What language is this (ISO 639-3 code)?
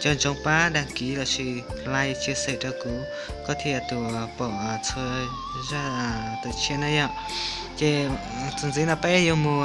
hmn